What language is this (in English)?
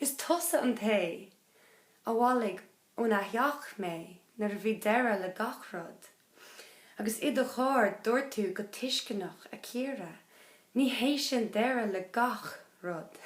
Irish